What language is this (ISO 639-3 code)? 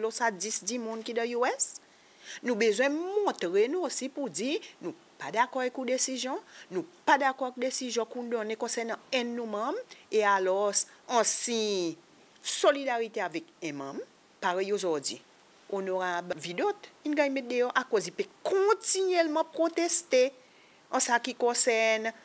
crs